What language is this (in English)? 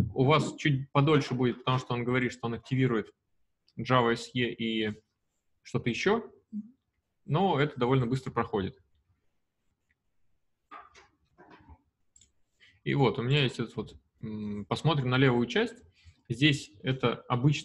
Russian